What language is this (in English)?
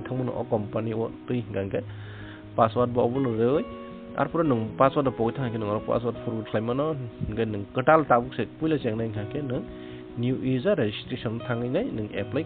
Kok Borok